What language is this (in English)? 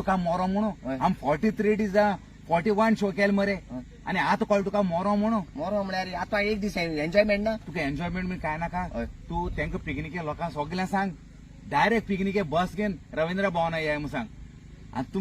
Konkani